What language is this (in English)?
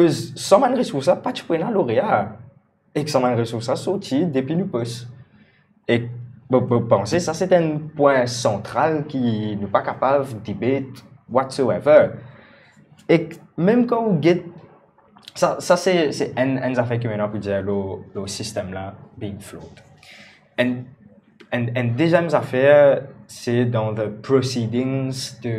Morisyen